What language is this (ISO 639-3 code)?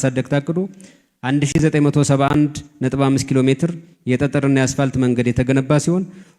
amh